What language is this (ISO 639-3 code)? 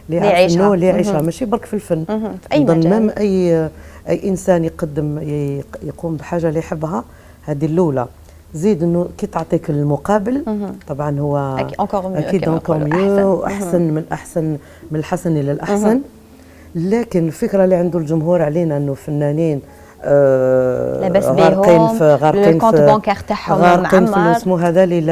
arq